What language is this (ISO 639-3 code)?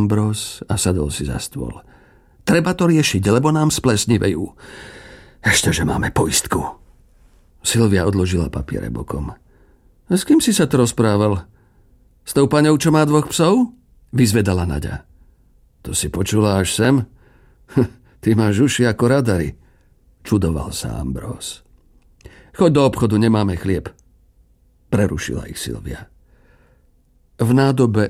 slk